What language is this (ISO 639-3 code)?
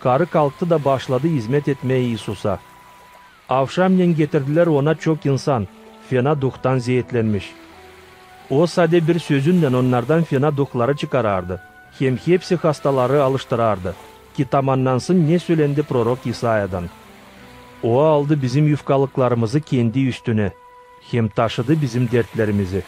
gag